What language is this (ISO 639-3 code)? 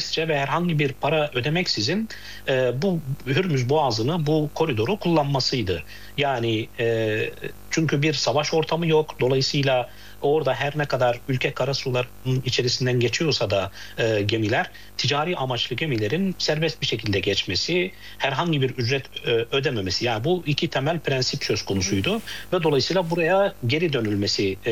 tur